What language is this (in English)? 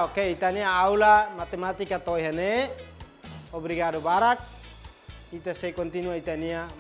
Tetum